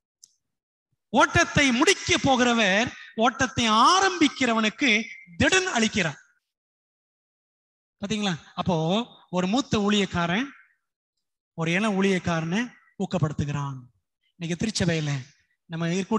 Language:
Tamil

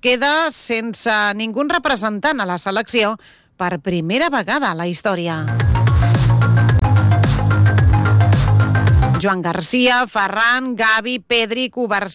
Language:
Catalan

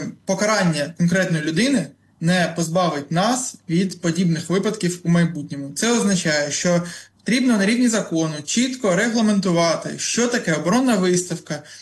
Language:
Ukrainian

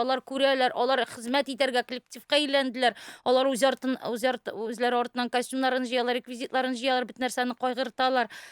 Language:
Tatar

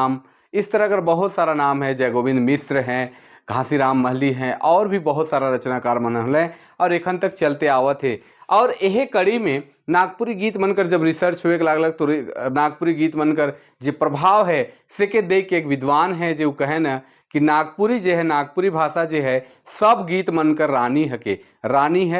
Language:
Sadri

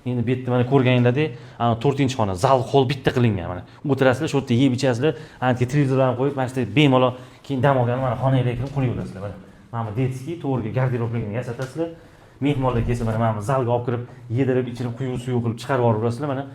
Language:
Uzbek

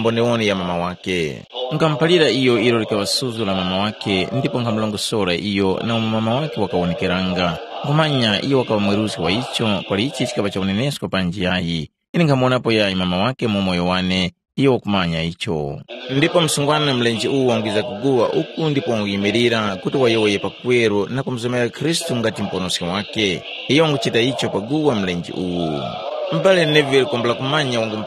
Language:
Tumbuka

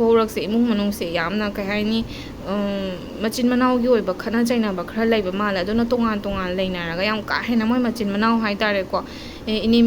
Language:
Manipuri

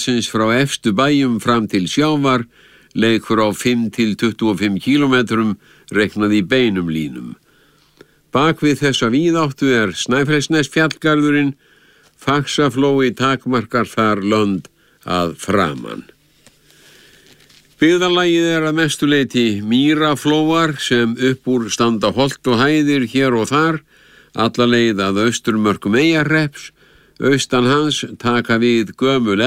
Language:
Icelandic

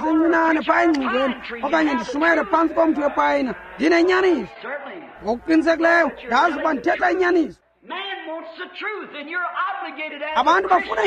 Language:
Xhosa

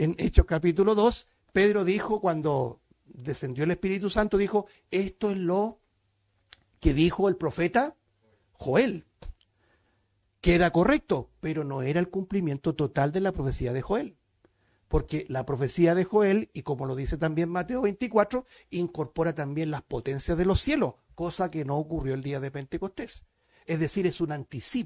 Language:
Spanish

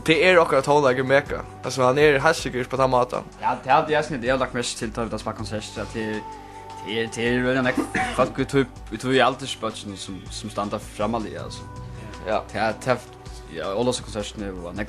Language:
Faroese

